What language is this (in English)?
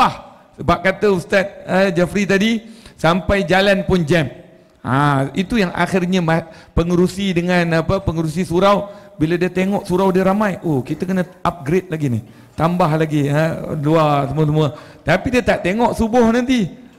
Malay